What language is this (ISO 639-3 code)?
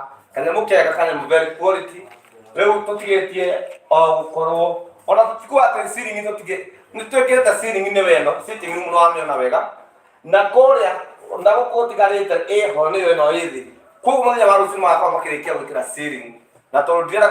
kik